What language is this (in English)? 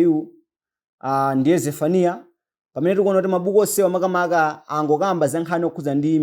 Nyanja